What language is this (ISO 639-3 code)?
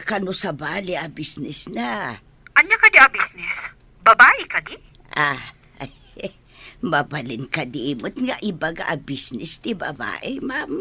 ilo